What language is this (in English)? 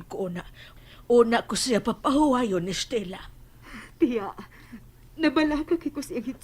Cebuano